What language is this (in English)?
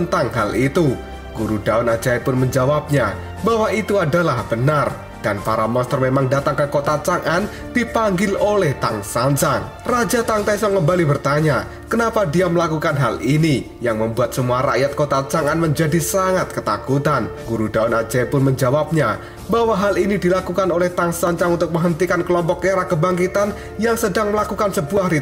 Indonesian